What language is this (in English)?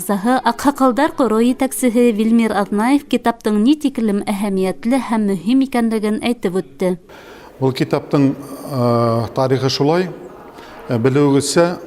Bashkir